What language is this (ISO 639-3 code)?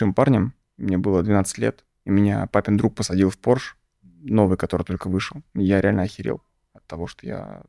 rus